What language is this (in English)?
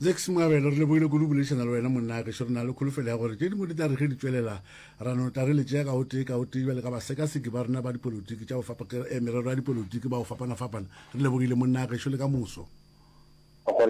Northern Sotho